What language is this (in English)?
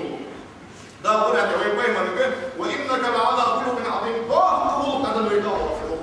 Ingush